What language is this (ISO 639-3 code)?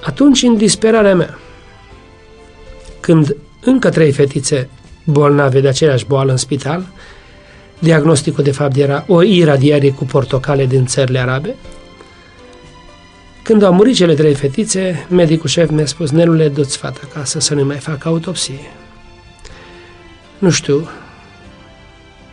ron